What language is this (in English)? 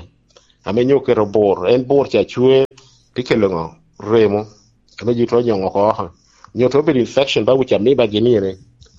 Lango (Uganda)